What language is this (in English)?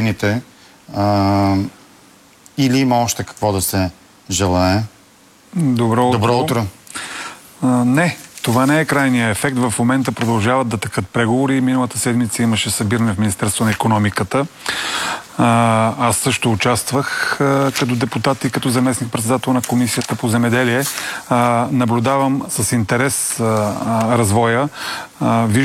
Bulgarian